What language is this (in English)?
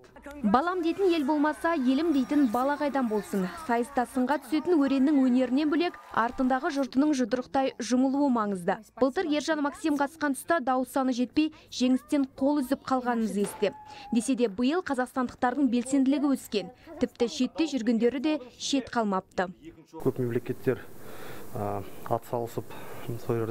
Kazakh